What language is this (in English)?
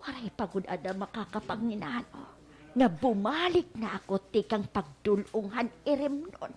Waray